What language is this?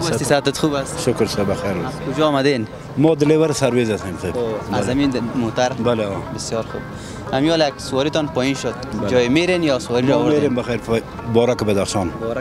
Persian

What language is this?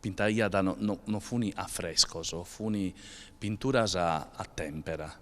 Sardinian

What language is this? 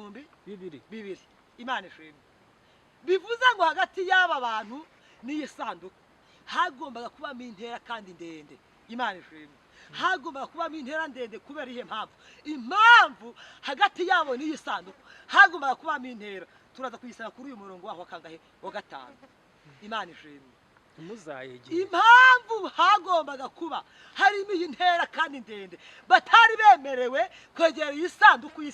Kinyarwanda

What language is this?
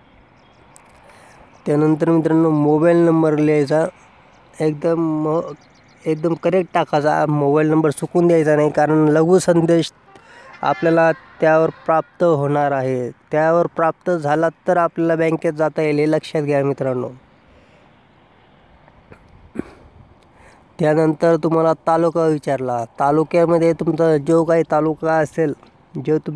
Marathi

